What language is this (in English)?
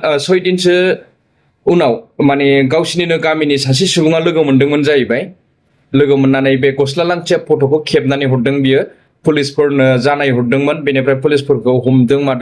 Bodo